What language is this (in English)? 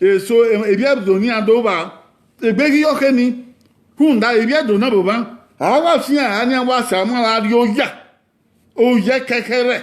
Bini